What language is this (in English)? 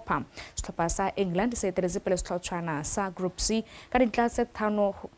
Tswana